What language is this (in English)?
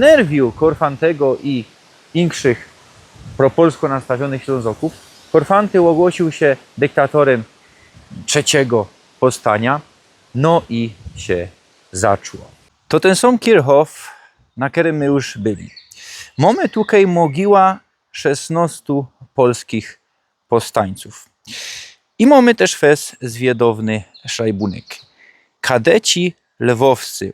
Silesian